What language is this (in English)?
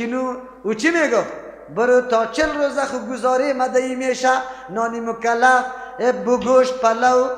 Persian